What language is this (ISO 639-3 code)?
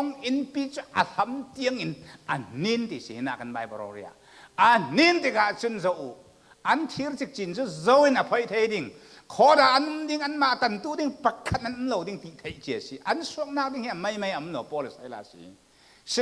cfm